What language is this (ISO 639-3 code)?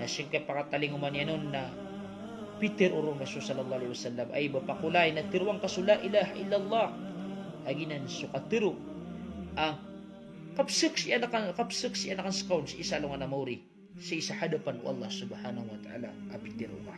mrw